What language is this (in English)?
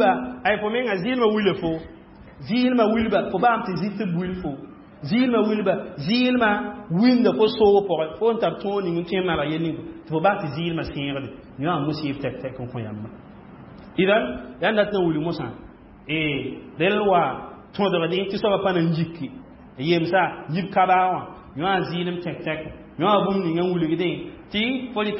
Mossi